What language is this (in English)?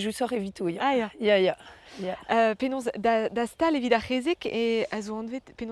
Breton